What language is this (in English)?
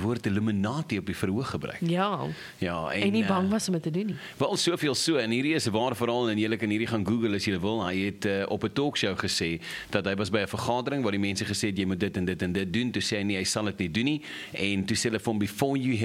Afrikaans